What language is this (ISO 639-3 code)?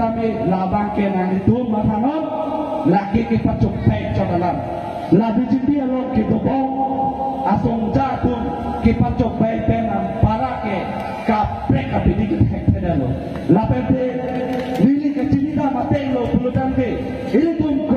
mjw